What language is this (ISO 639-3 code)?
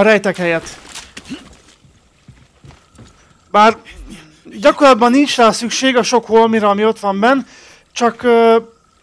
hun